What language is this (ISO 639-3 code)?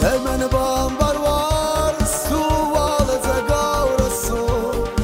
oss